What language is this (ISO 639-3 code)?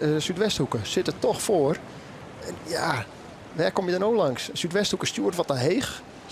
fry